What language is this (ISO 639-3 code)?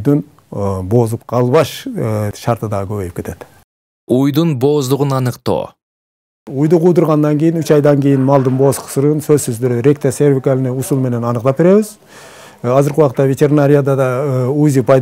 kir